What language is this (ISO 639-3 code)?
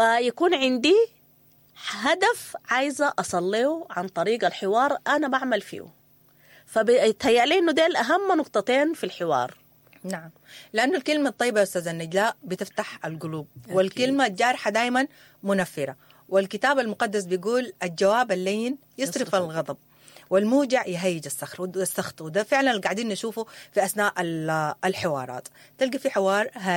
apd